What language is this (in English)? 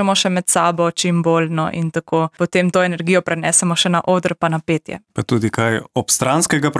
Slovenian